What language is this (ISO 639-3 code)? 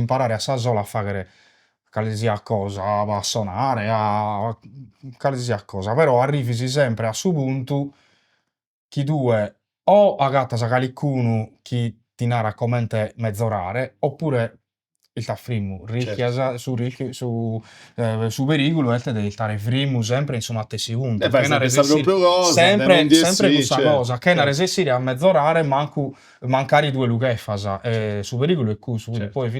srd